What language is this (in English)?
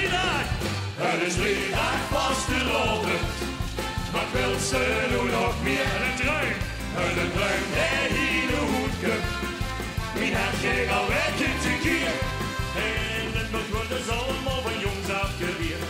Limburgish